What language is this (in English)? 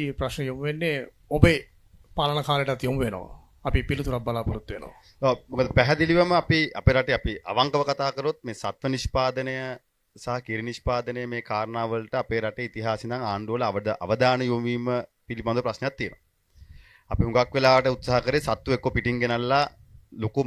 Sinhala